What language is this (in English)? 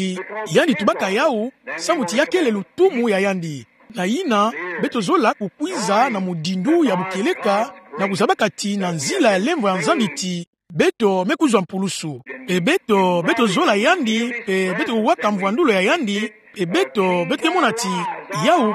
Kituba (Democratic Republic of Congo)